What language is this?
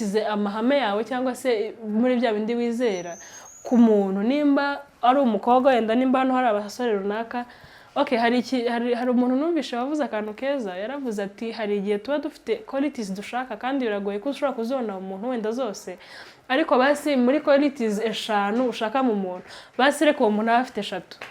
Kinyarwanda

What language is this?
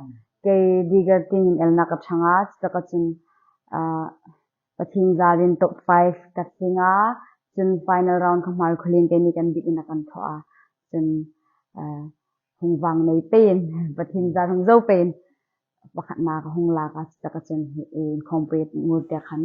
Hmar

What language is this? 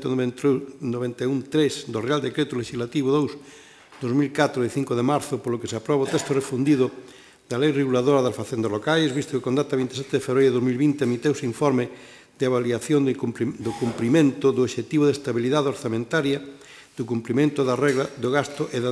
Galician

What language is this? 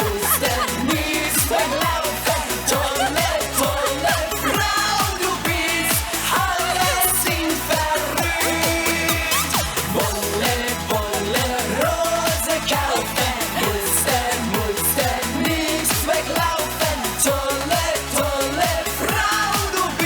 Swiss German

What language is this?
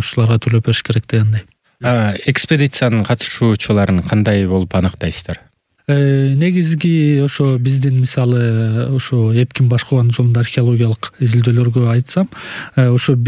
Kyrgyz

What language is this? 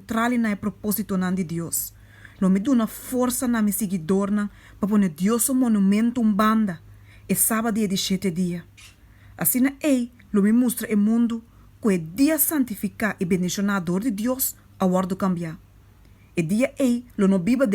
Papiamento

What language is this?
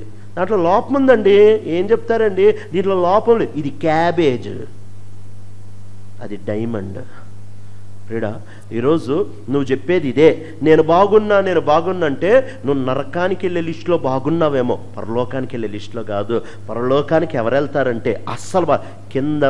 Telugu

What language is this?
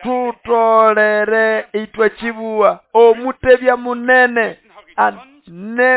Nande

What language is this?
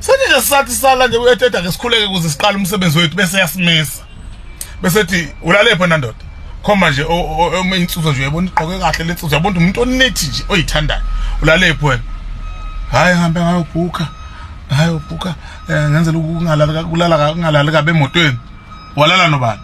Zulu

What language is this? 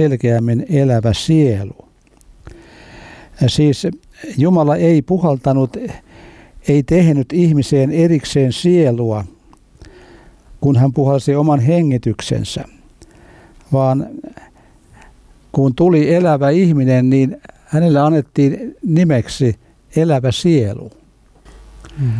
Finnish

